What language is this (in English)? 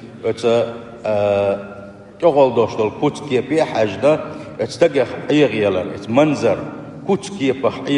Chechen